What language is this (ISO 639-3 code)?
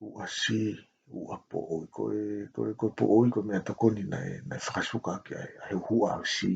ton